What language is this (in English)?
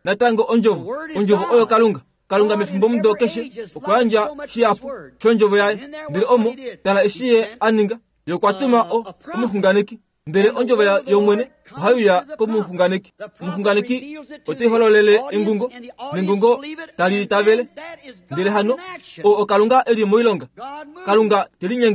Kuanyama